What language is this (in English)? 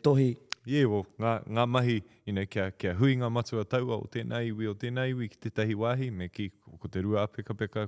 Māori